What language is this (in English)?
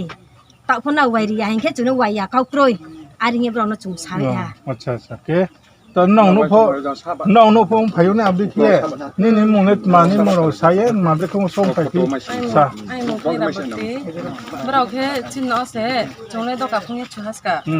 Riang (India)